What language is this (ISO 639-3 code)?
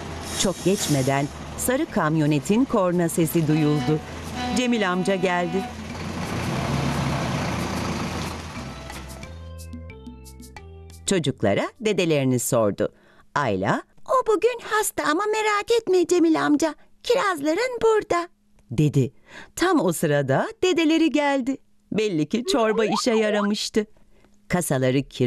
tur